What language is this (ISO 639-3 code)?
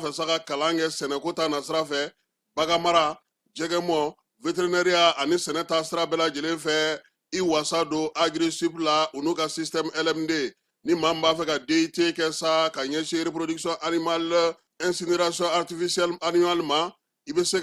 bam